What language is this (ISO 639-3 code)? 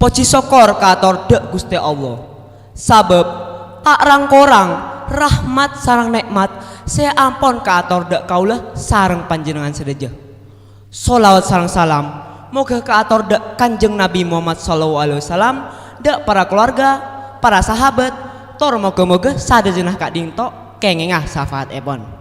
mad